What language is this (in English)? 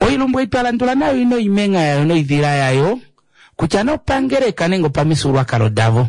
Kuanyama